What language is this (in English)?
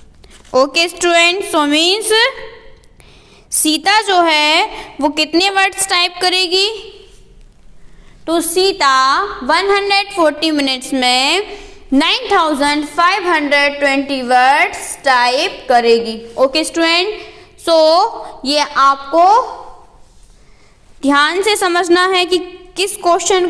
Hindi